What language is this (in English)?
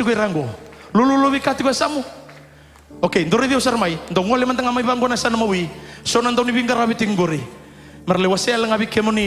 Fijian